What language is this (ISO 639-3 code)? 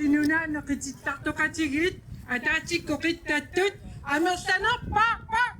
kal